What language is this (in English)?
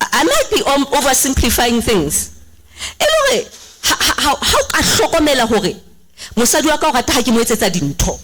Southern Sotho